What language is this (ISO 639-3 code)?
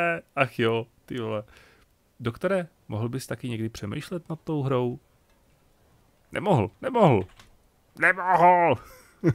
ces